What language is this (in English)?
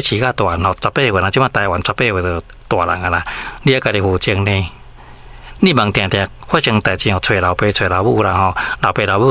Min Nan Chinese